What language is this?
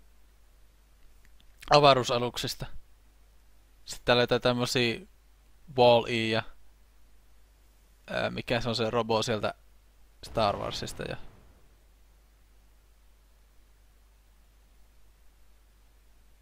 Finnish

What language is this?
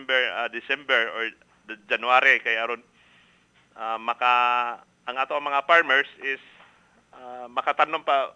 Cebuano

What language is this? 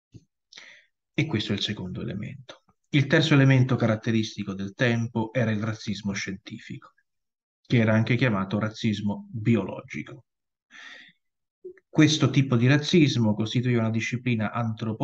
Italian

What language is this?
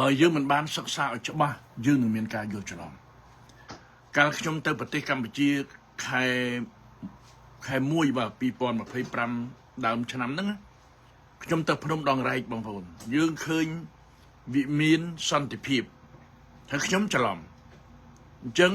Khmer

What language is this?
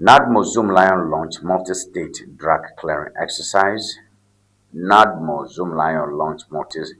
Ewe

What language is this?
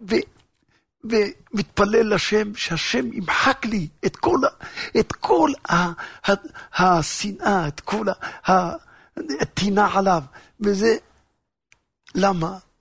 Hebrew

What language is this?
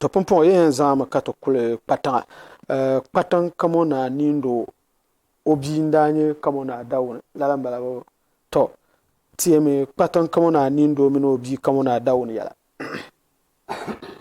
Dagbani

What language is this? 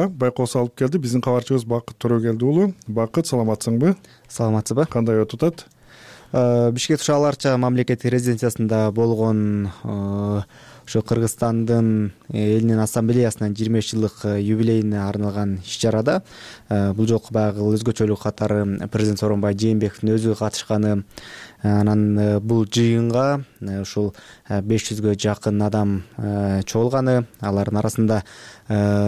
Kyrgyz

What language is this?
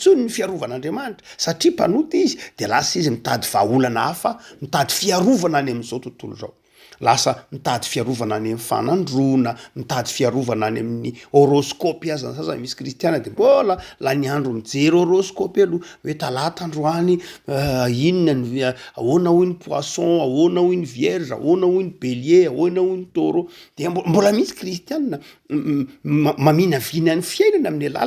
Malagasy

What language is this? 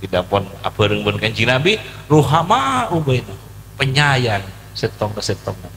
Madurese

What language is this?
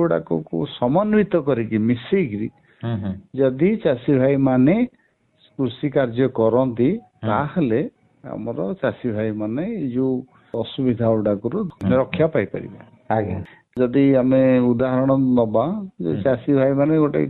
Odia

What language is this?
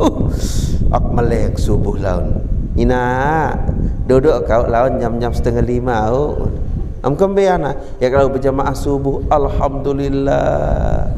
Sasak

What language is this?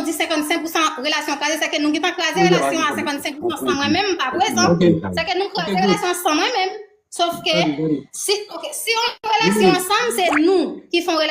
Haitian Creole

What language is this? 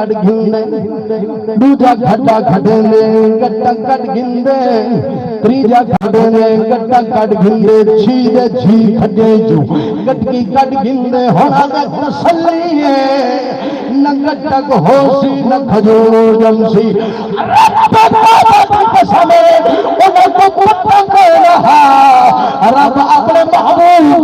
Saraiki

